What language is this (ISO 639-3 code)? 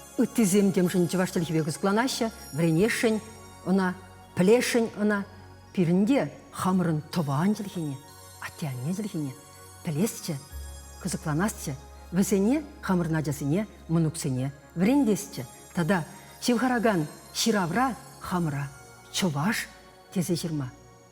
chv